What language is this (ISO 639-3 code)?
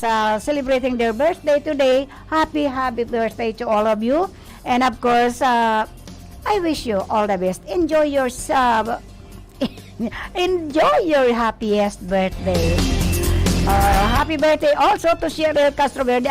bik